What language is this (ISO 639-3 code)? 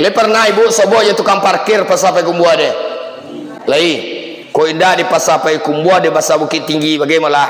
min